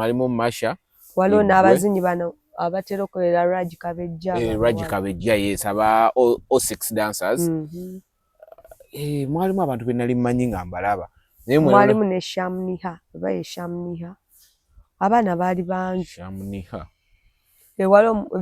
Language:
Ganda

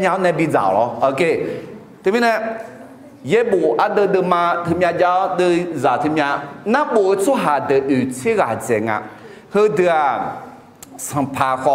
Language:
Akha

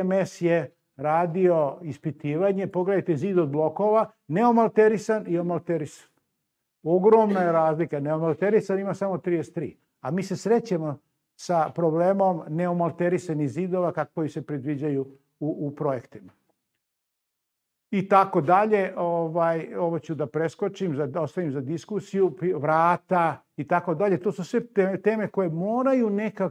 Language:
Serbian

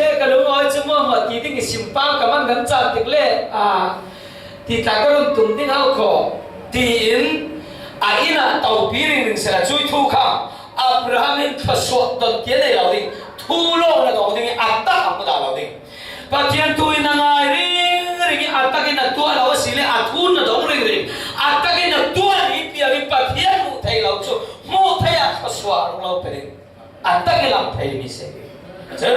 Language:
Falam Chin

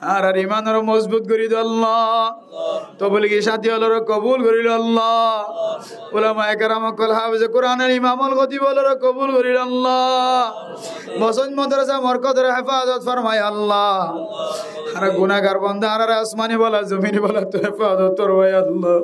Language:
Rohingya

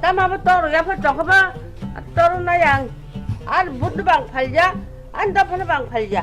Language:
Kok Borok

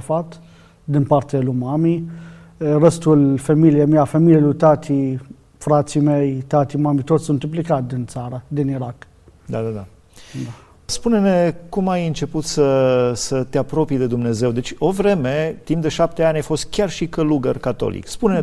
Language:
Romanian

